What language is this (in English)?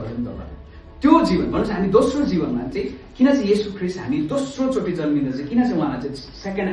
Nepali